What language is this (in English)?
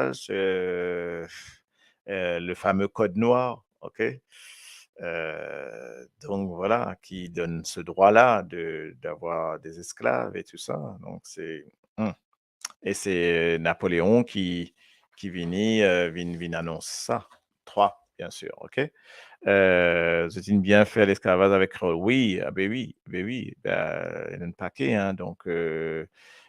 Morisyen